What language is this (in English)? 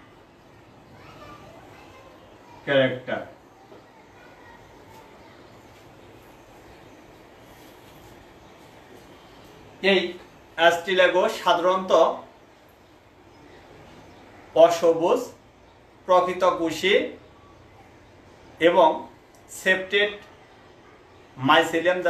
Bangla